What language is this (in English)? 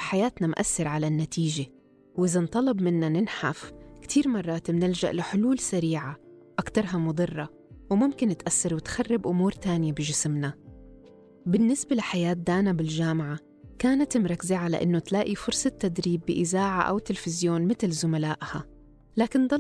North Levantine Arabic